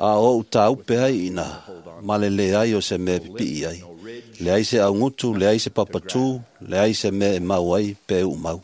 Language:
Samoan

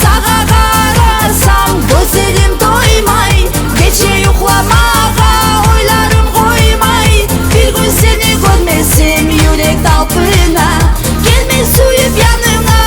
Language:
Kumyk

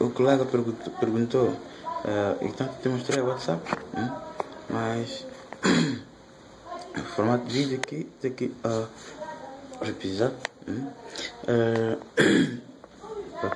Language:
Portuguese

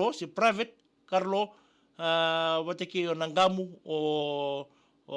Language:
Fijian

